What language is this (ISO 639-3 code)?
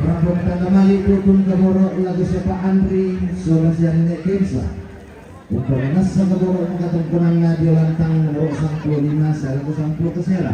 sda